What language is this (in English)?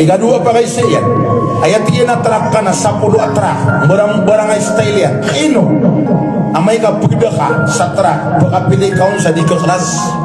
Maranao